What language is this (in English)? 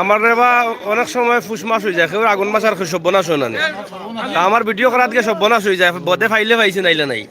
Sylheti